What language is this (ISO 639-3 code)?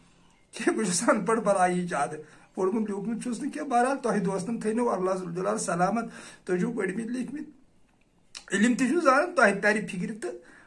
kas